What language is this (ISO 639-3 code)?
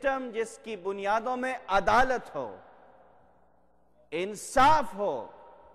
urd